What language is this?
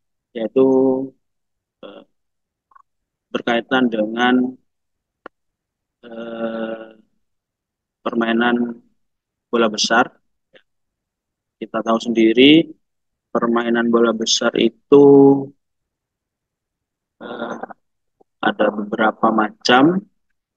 Indonesian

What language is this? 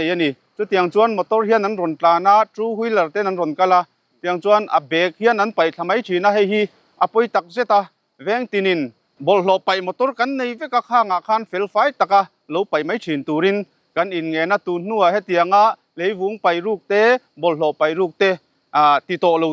Mizo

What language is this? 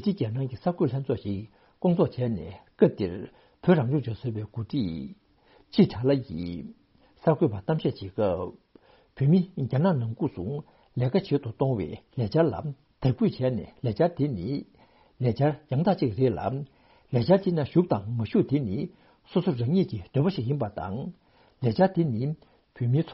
Tibetan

